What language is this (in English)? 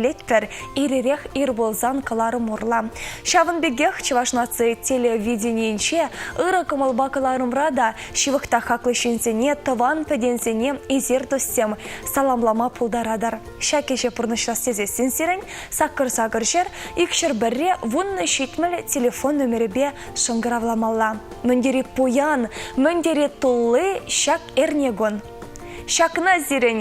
Chuvash